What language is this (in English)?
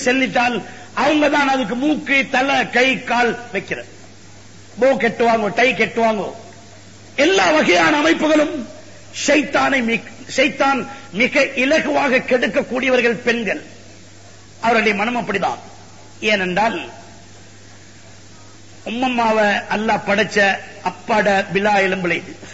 Tamil